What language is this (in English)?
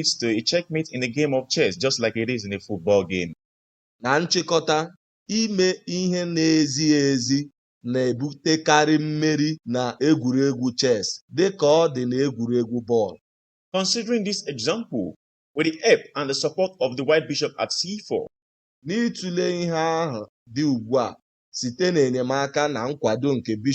Igbo